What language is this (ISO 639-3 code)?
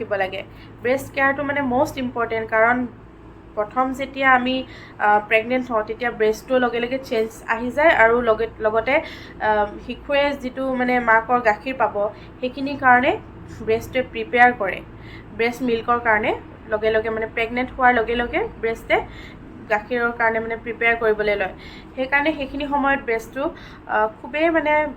asm